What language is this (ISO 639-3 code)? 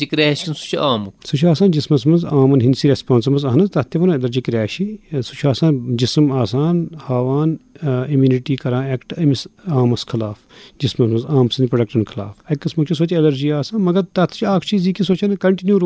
kas